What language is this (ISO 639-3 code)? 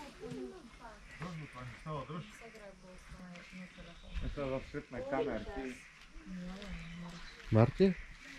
bul